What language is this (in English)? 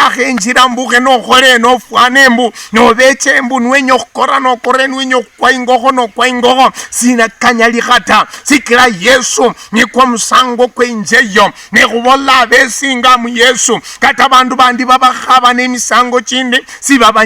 Luyia